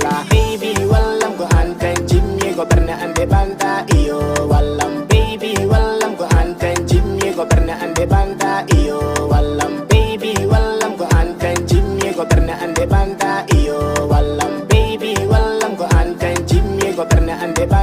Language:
Fula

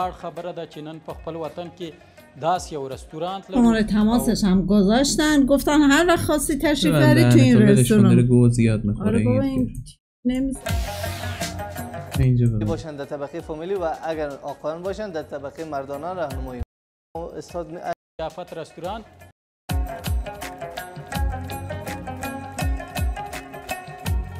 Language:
Persian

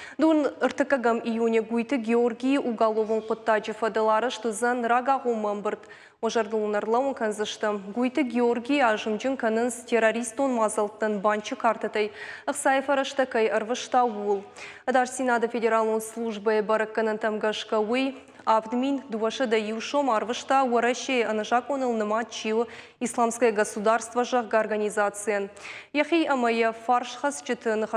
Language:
Ossetic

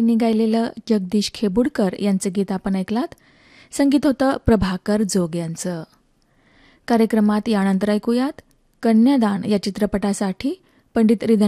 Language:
Marathi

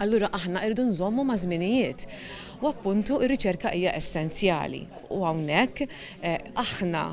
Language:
Maltese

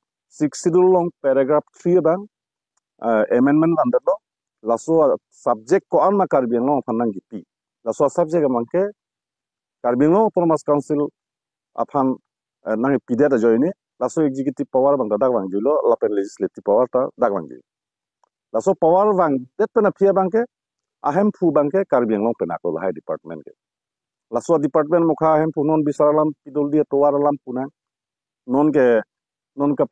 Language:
Karbi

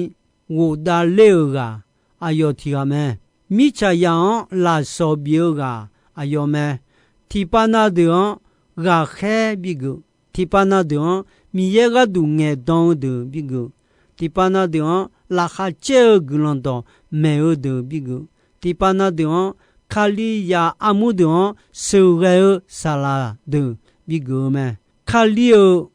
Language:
Akha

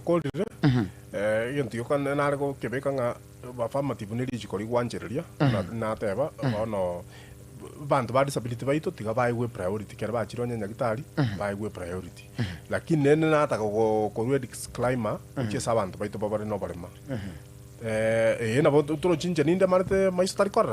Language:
Gusii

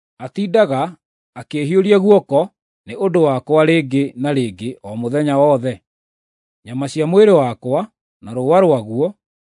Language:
Kikuyu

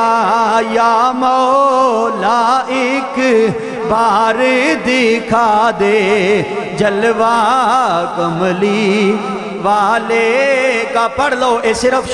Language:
Western Panjabi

